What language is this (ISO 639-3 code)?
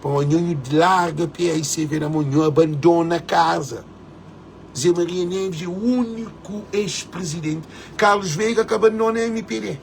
kea